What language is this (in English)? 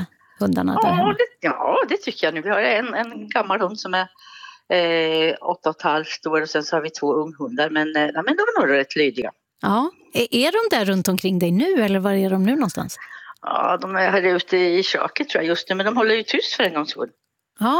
Swedish